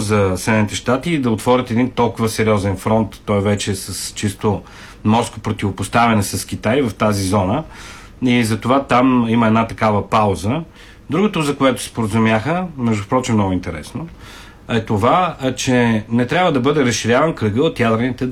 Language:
Bulgarian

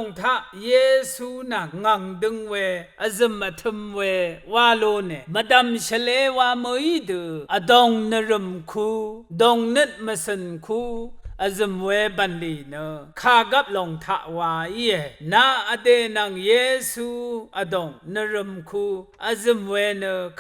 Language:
Rawang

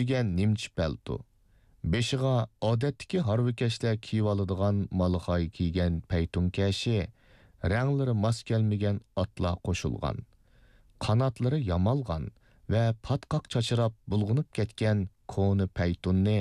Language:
Uyghur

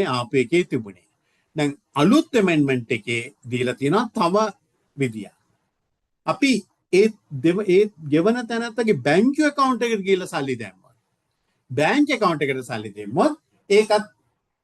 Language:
Sinhala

